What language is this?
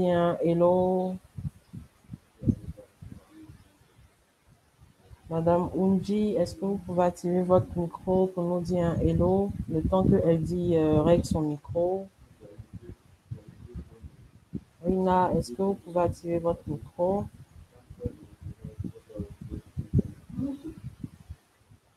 French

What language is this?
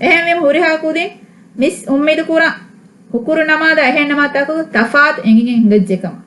Divehi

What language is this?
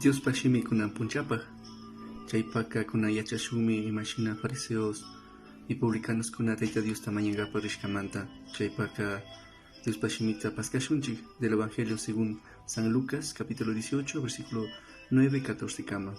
Chimborazo Highland Quichua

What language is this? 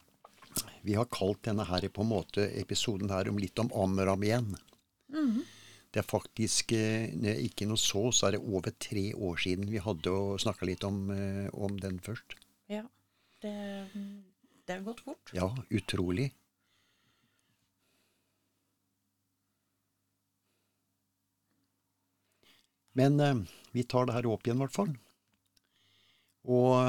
Norwegian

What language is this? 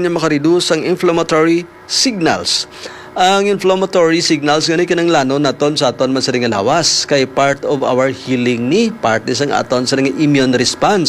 Hiligaynon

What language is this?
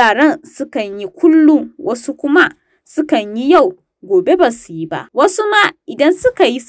Hausa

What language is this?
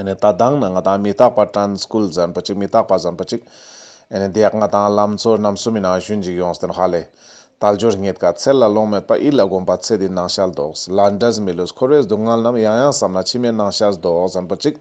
Ladakhi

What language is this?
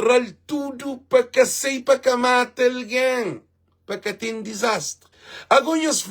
Kabuverdianu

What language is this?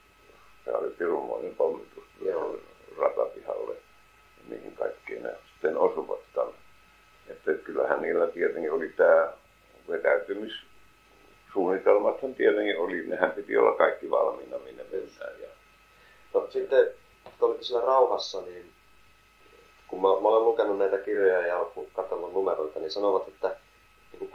Finnish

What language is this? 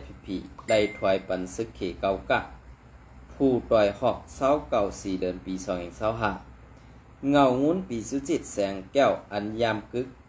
Shan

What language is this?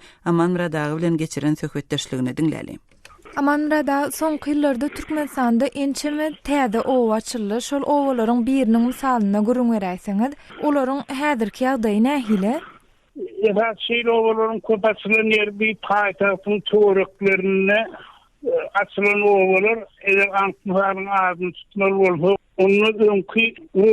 Turkmen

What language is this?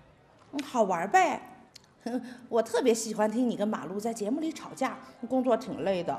Chinese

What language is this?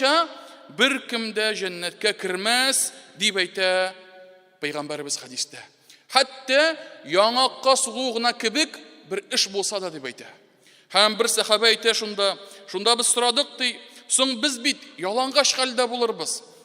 Tatar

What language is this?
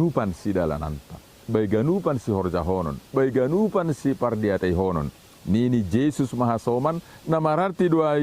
Batak Simalungun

